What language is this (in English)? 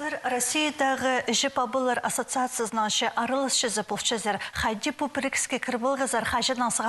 Khakas